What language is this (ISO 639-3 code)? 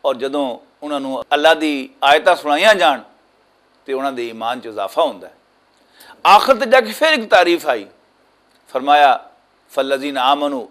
lah